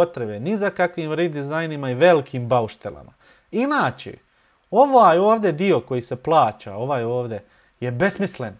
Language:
Bosnian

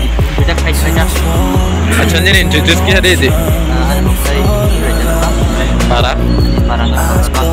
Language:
Kok Borok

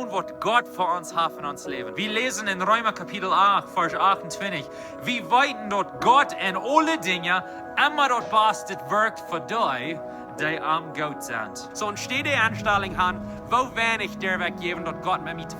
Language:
Plautdietsch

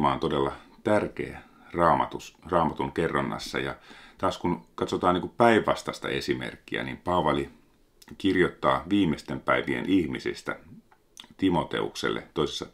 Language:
Finnish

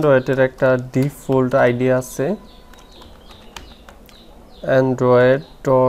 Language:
Bangla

